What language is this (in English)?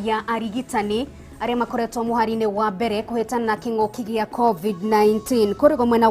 Kikuyu